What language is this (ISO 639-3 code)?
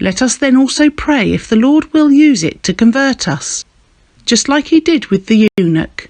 eng